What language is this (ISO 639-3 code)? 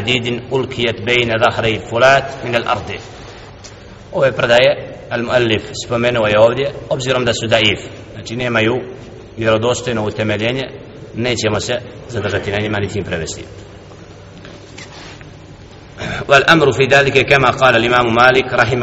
bos